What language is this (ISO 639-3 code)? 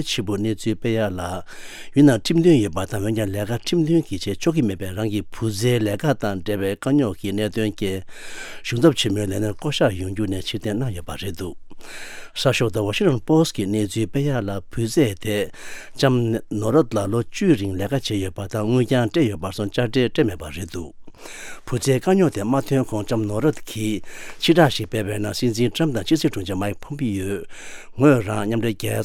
bod